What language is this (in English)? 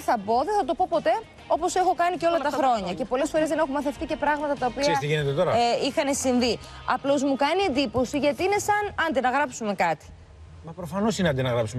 Greek